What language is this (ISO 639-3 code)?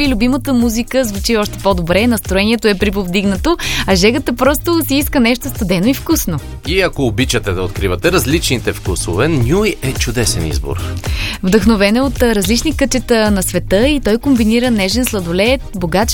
bul